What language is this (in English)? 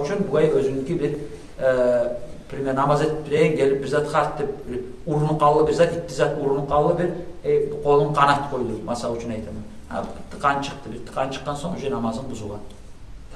Kumyk